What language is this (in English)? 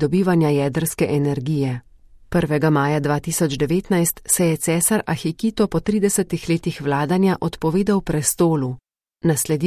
Slovenian